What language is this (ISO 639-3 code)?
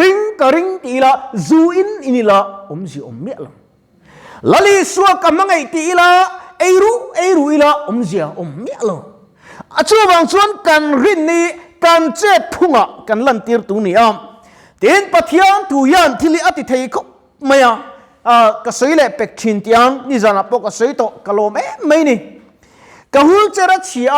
lus